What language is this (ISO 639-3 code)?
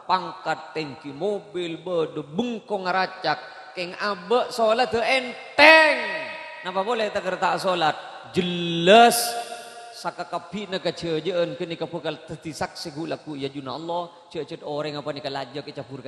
mad